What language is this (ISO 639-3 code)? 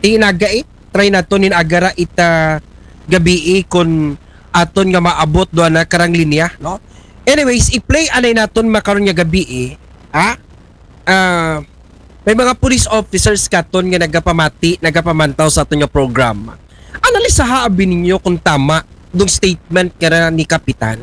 akl